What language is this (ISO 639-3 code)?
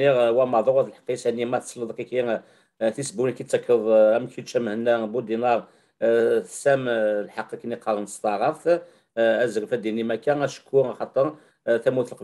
kab